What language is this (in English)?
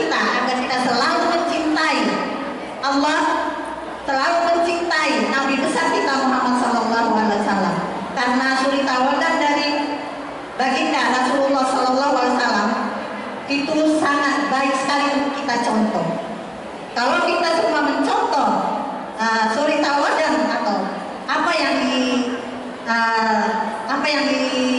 Indonesian